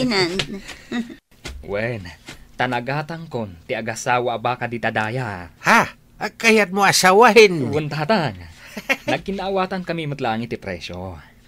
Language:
Iloko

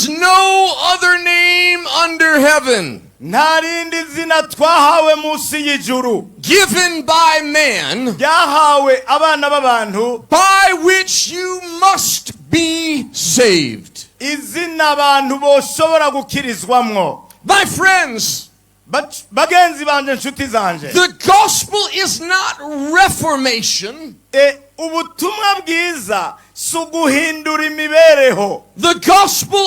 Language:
Rundi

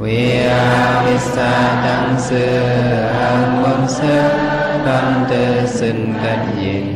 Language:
Shan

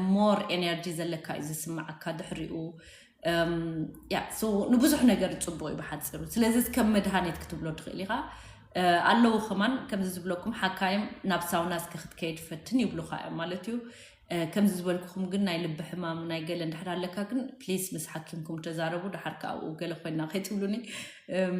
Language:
Tigrinya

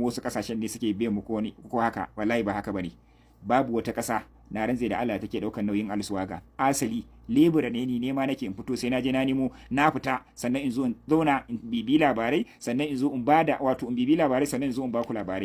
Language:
Hausa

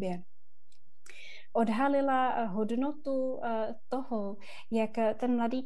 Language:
Czech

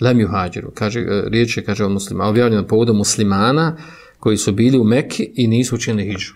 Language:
Bosnian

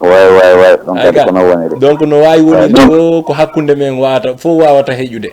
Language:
Fula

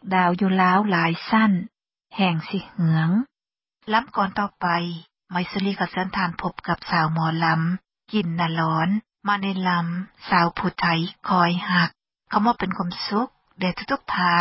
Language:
Lao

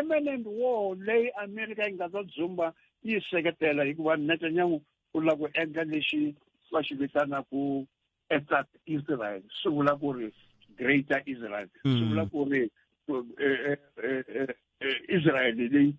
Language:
Tsonga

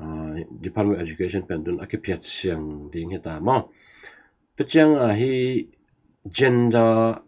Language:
Tedim Chin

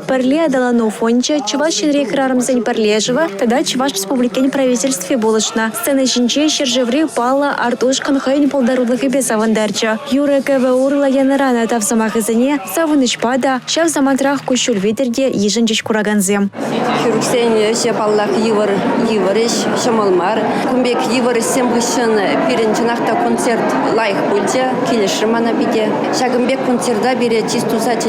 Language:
Chuvash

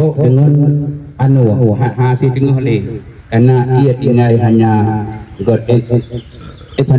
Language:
Achinese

